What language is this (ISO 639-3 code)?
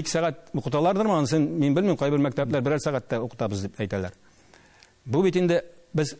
tat